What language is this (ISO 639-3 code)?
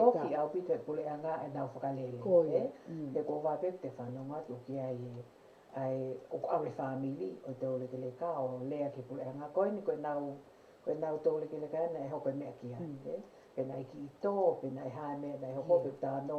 ton